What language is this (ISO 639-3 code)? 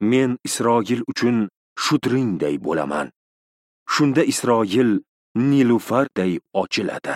uzb